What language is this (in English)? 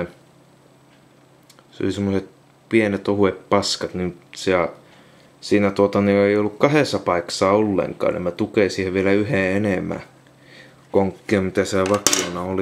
Finnish